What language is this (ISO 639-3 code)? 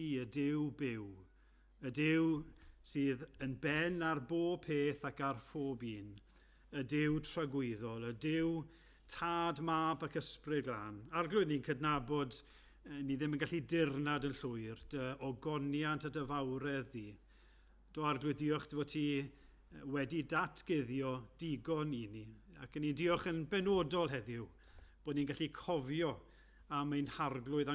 cym